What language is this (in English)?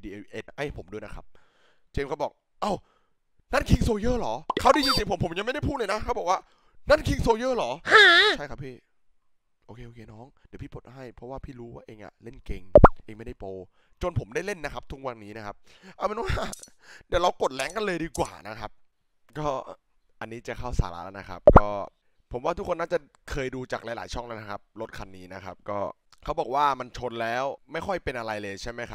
Thai